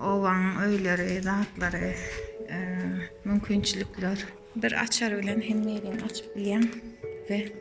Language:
Turkmen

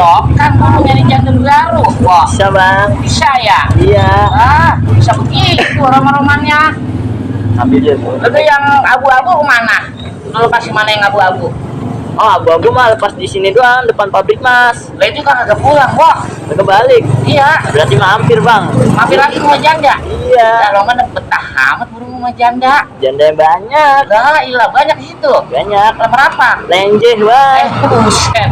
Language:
Betawi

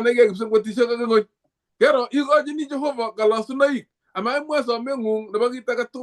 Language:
Kalenjin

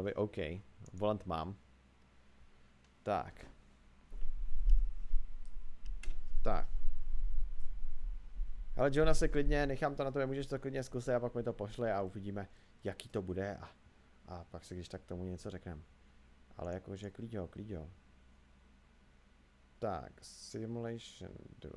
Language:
Czech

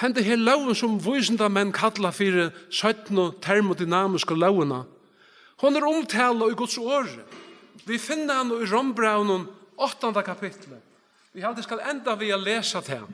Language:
Faroese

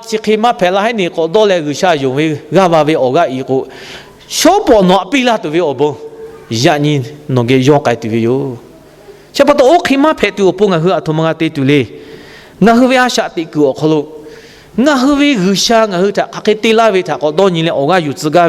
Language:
Lahu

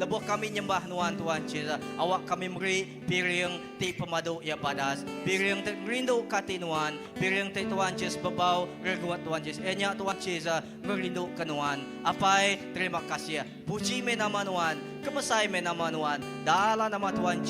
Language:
Iban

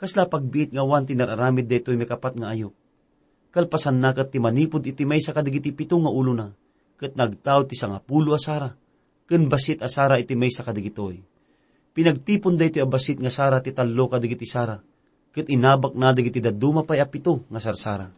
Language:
Iloko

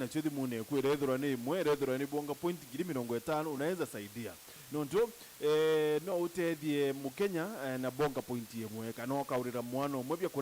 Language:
Meru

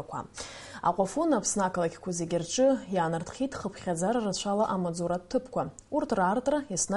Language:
Abkhazian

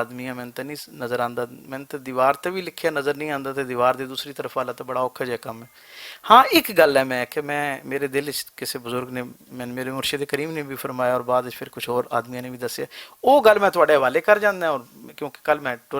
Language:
Western Panjabi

